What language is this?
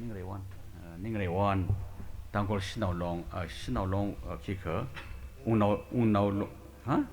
Tangkhul Naga (India)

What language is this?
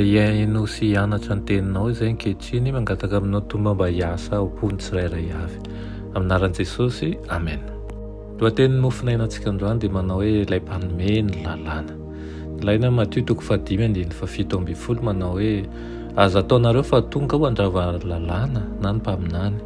Malagasy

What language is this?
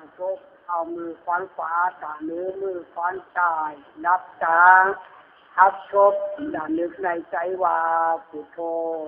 Lü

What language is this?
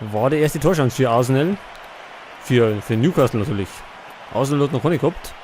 Bavarian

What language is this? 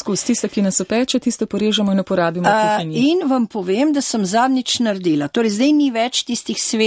Slovenian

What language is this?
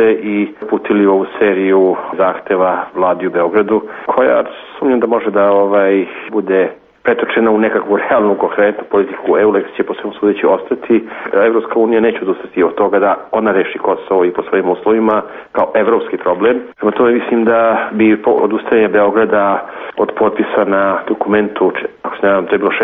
Serbian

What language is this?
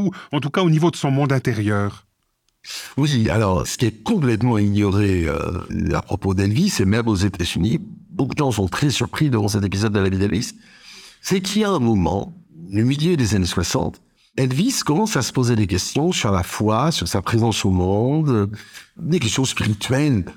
French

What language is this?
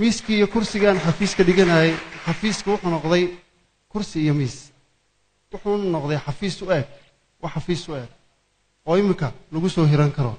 Somali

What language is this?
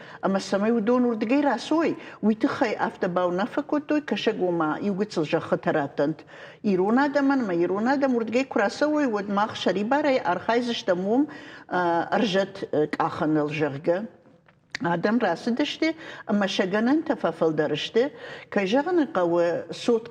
Ossetic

